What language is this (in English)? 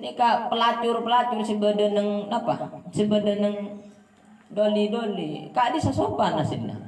Madurese